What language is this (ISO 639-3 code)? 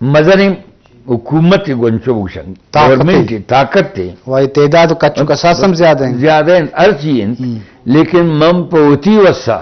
bgp